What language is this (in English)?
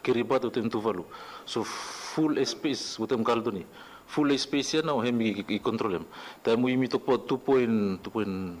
Bislama